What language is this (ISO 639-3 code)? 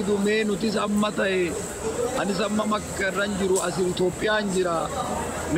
orm